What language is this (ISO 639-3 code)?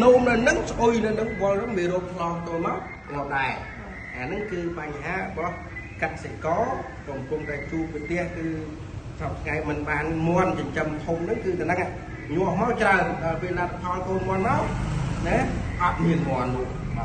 khm